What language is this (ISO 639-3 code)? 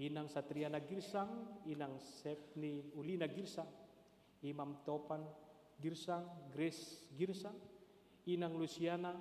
bts